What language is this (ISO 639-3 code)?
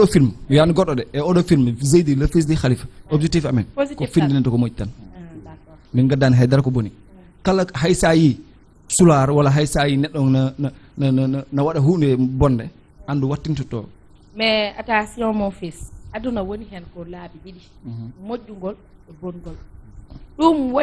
ful